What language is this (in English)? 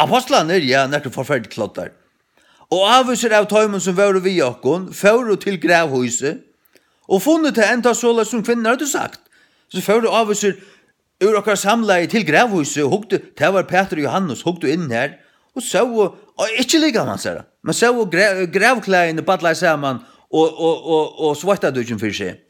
Faroese